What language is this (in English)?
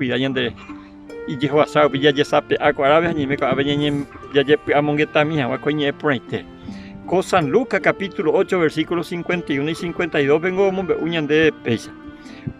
Guarani